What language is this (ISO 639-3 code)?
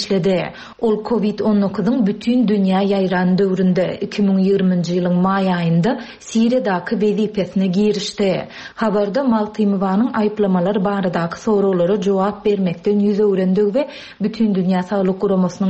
tuk